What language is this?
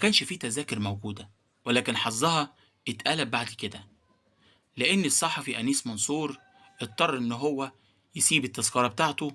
Egyptian Arabic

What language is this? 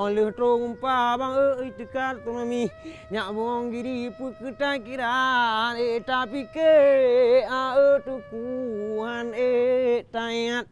Achinese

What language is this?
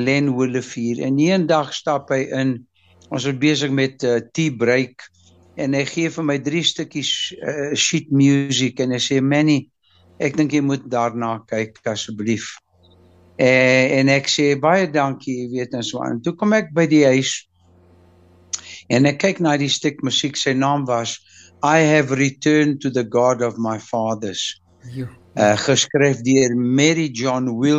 Afrikaans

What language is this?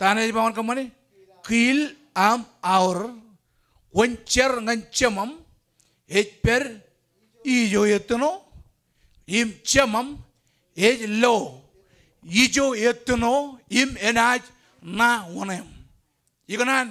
Marshallese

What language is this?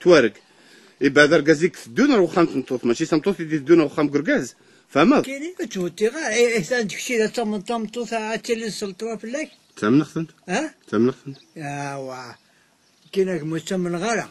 Kabyle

